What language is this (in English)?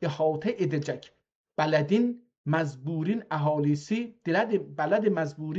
South Azerbaijani